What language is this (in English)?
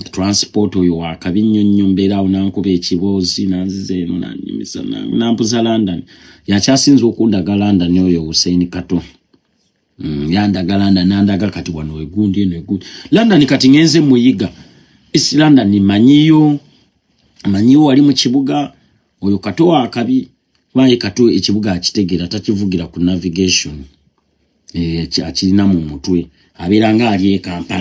Ganda